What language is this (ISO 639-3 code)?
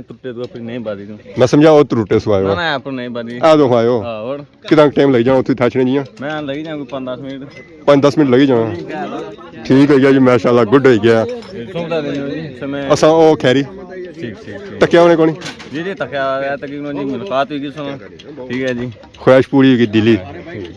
phr